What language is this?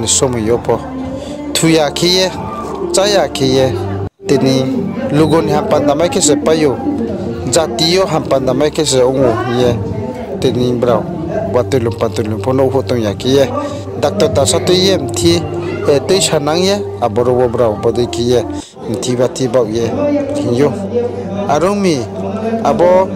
Riang (India)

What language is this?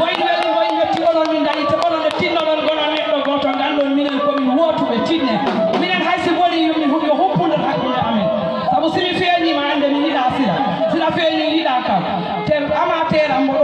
Fula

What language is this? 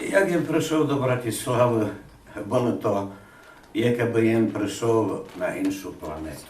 Rusyn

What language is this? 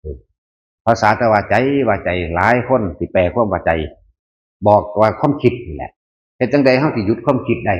Northeastern Thai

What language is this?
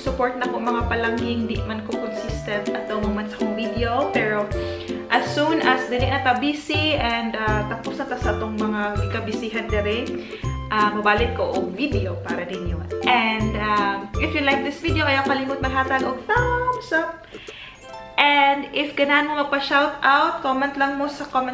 Cebuano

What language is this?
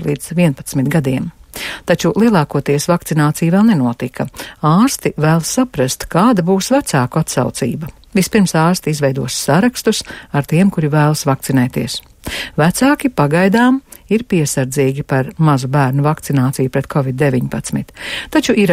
Latvian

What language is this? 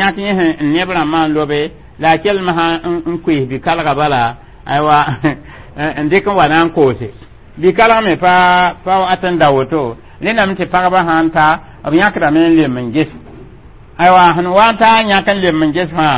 Mossi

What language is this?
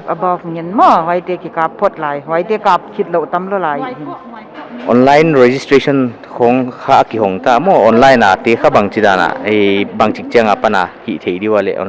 Paite Chin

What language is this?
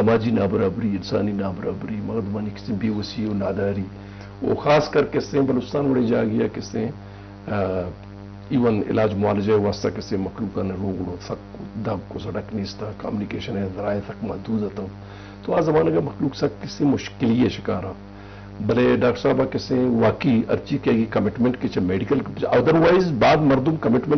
Eastern Balochi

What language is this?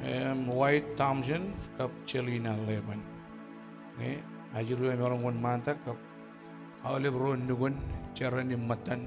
Marshallese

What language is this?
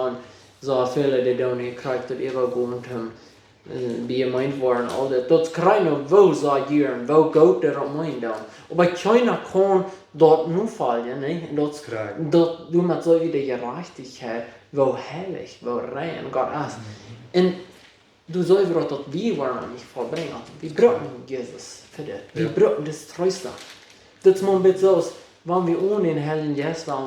Plautdietsch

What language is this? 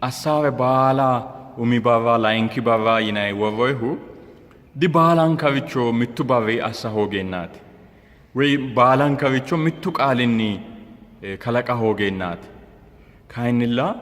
Sidamo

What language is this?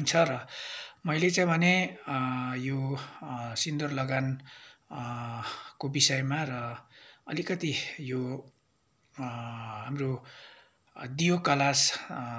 Nepali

